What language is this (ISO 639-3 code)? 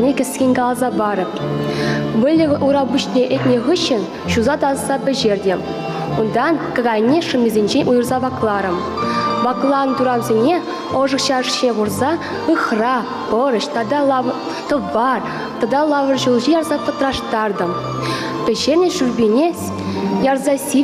chv